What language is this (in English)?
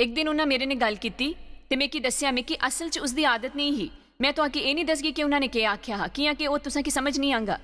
Dogri